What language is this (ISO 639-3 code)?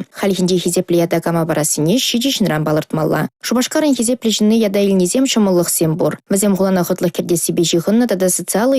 chv